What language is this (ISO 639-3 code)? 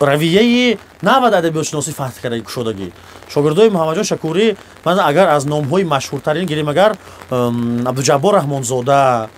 tgk